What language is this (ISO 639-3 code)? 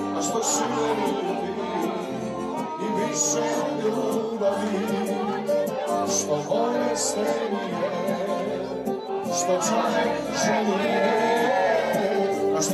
srp